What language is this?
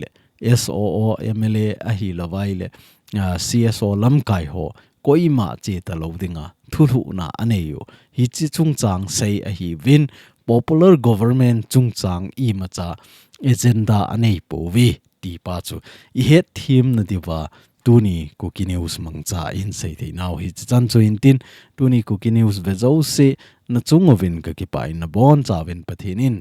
Thado Chin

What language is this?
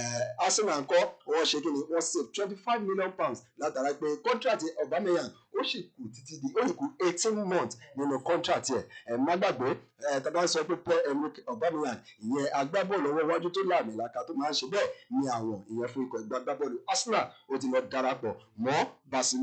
Yoruba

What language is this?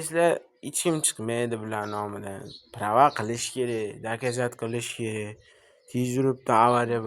Uzbek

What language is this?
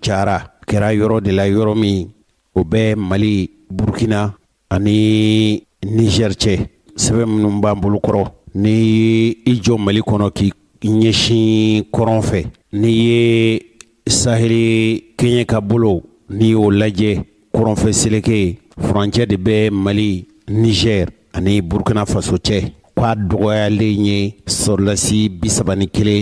Bambara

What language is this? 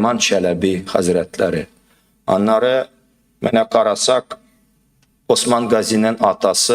Tatar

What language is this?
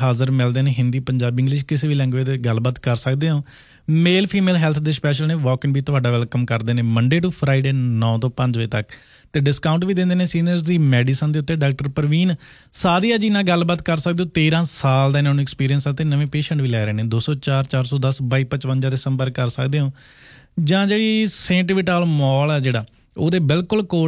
Punjabi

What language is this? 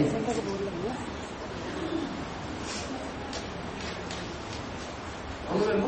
Hindi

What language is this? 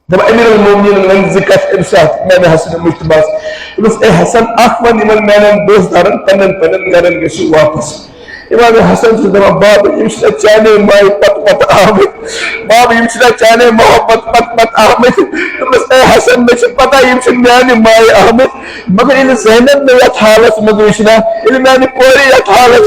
Kashmiri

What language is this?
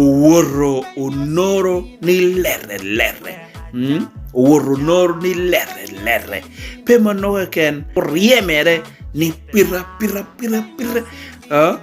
Lango (Uganda)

